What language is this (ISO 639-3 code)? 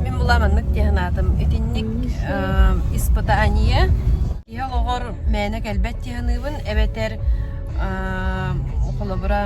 sah